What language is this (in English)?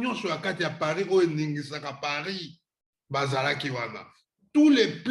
Lingala